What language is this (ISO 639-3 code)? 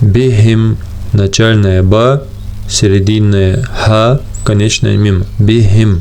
inh